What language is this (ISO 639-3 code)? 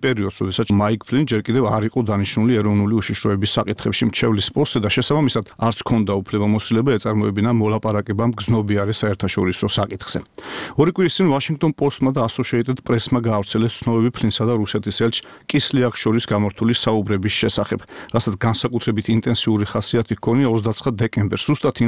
kat